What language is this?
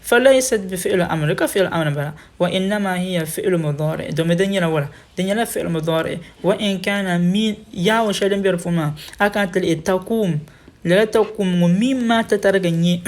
Dagbani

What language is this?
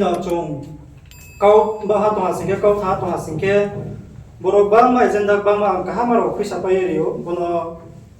Riang (India)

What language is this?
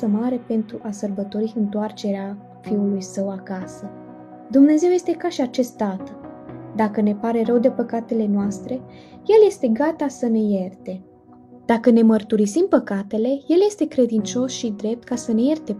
Romanian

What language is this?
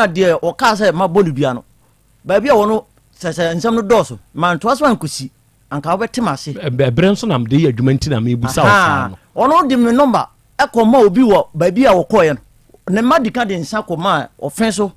Akan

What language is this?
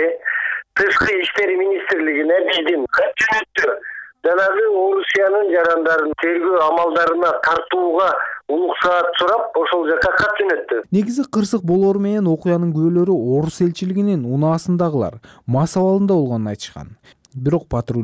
Kyrgyz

